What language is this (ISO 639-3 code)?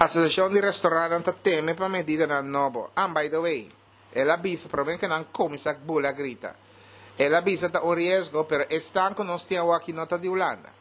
pap